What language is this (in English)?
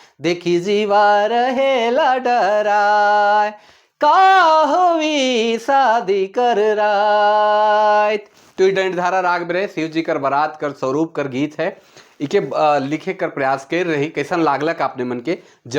Sadri